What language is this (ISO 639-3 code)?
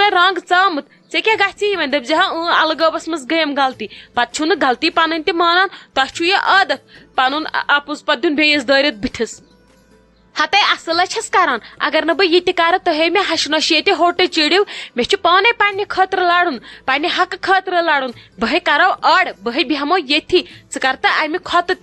kas